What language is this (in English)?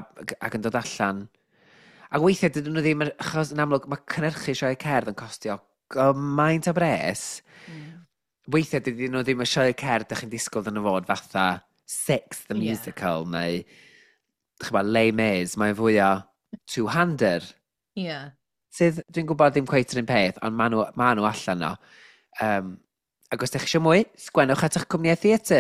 Welsh